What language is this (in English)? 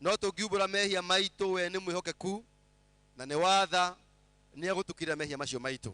Kikuyu